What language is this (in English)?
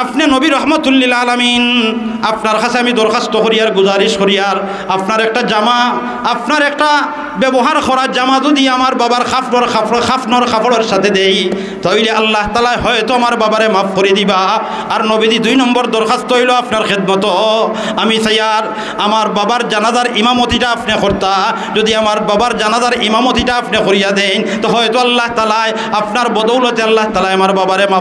Sylheti